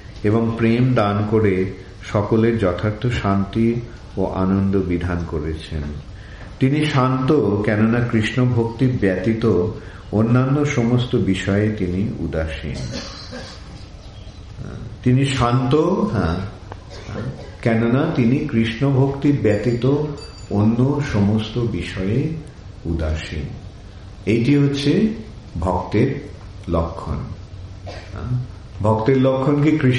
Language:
Bangla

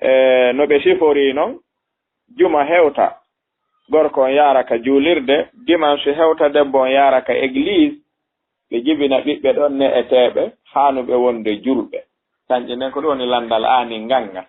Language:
Fula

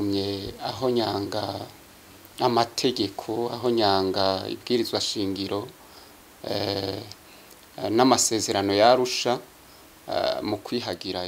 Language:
Rundi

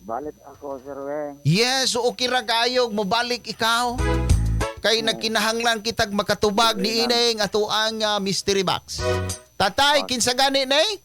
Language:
Cebuano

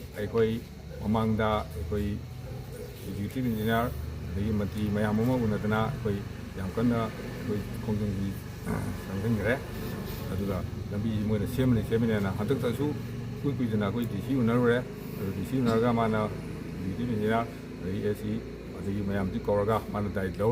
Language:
Manipuri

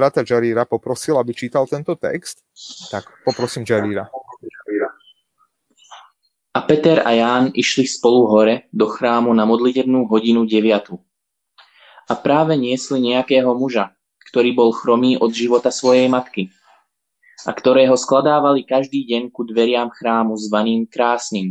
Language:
Slovak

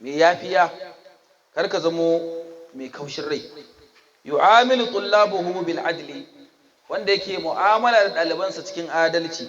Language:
Hausa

